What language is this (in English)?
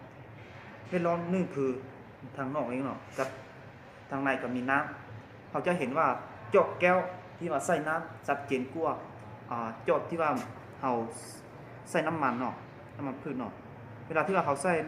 Lao